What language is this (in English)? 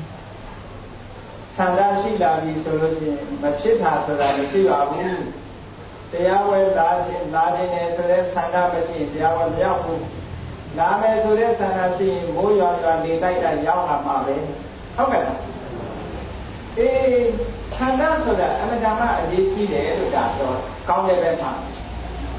Burmese